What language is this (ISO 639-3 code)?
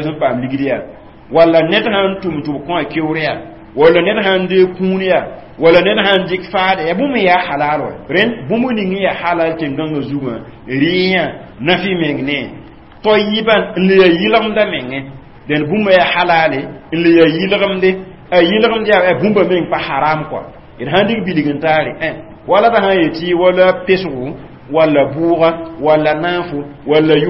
mos